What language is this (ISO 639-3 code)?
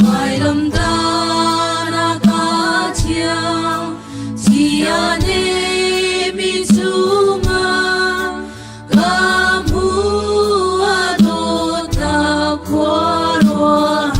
cnh